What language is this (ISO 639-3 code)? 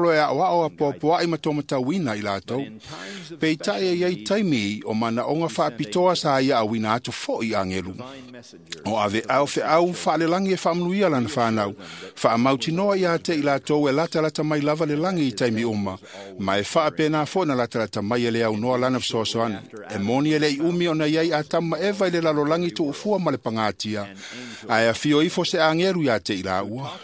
smo